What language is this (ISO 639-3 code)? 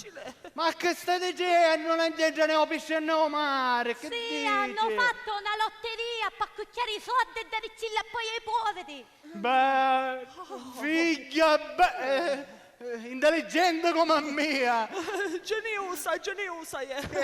scn